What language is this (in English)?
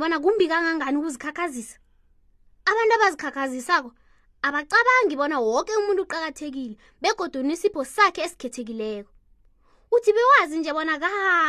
South Ndebele